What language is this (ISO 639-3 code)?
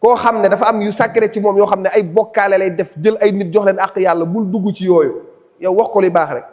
wol